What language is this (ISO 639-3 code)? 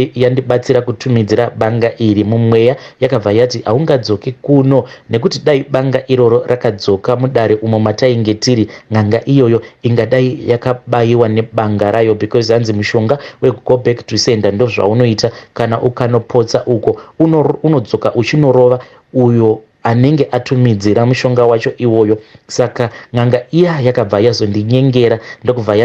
sna